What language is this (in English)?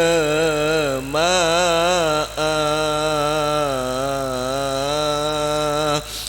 Madurese